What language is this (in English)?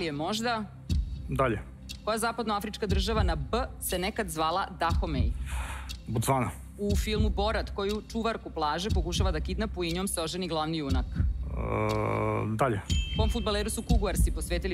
Serbian